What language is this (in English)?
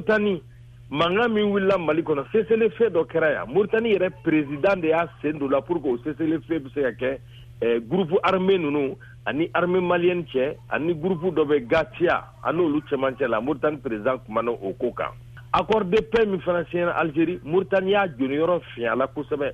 Bambara